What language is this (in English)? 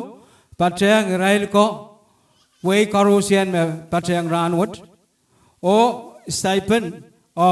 Pohnpeian